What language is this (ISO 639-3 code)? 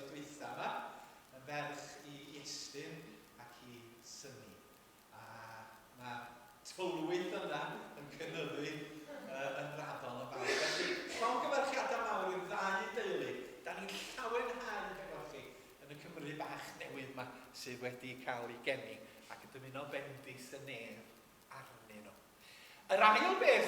cym